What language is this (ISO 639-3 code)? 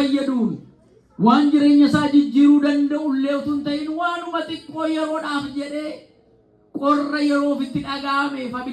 orm